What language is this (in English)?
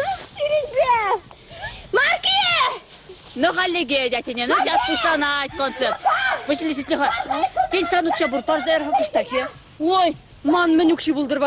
Chuvash